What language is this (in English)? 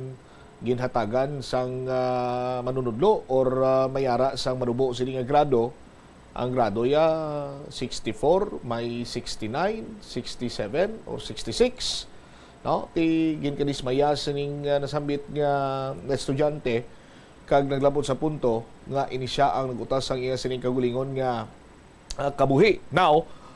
Hiligaynon